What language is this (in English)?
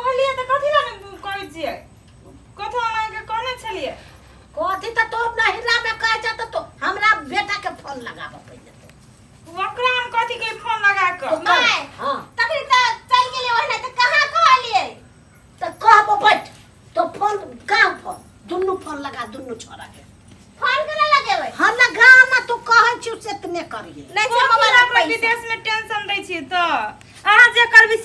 Maithili